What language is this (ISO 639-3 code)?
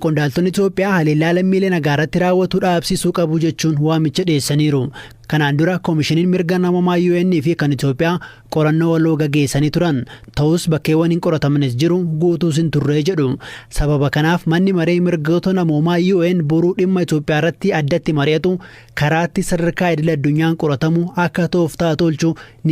orm